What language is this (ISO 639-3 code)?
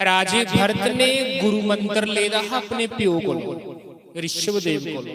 doi